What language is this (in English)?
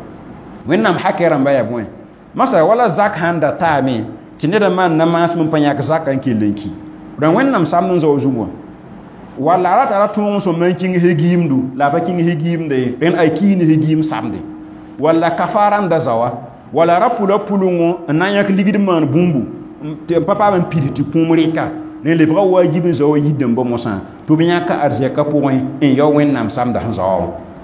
Mossi